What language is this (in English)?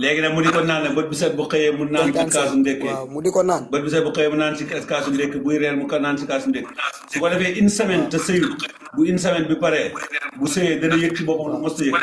Wolof